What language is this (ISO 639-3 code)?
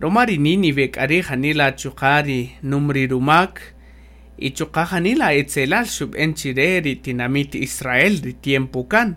cak